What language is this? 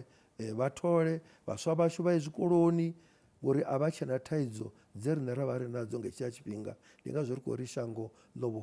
Venda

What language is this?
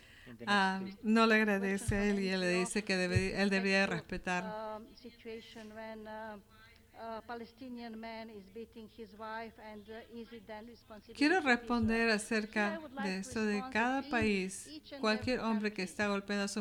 Spanish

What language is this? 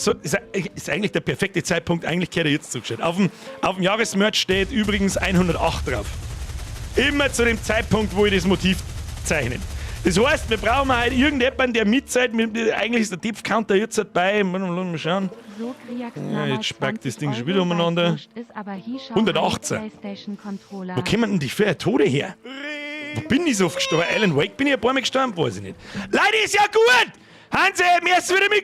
Bavarian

